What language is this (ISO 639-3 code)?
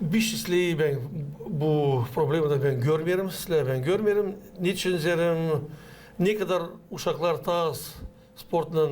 gag